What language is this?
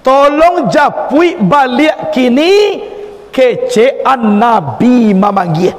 Minangkabau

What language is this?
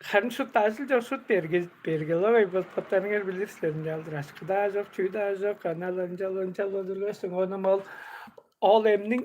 Tuvinian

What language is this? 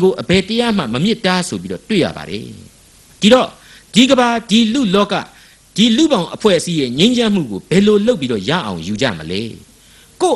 Burmese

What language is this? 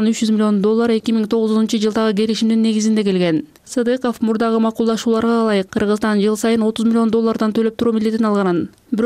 Kyrgyz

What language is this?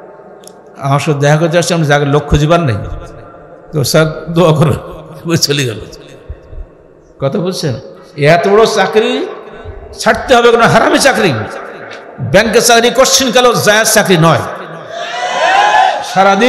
Bangla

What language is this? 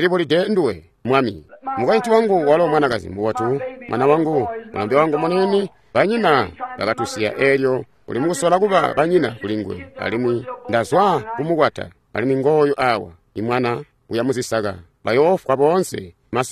Tonga (Zambia)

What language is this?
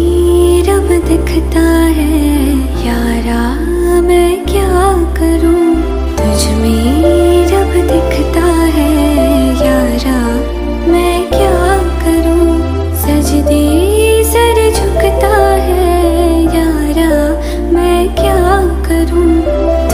Hindi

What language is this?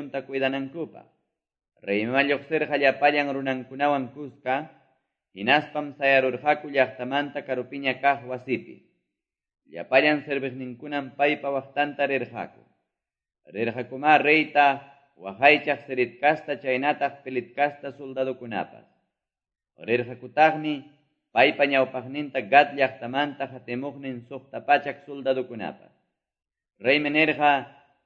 Quechua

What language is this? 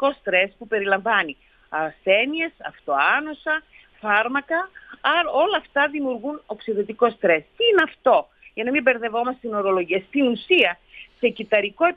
Greek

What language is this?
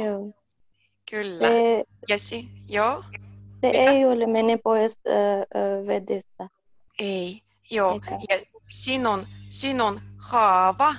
Finnish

